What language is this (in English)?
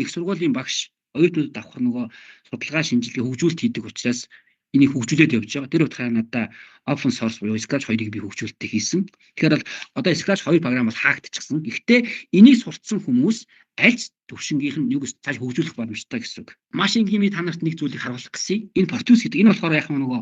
Mongolian